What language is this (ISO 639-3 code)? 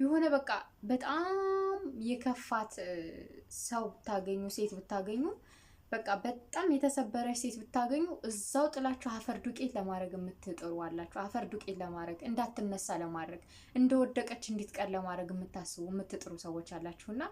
amh